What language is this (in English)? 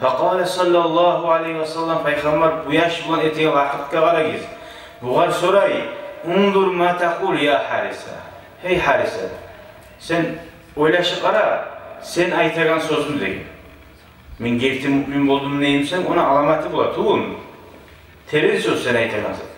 Kumyk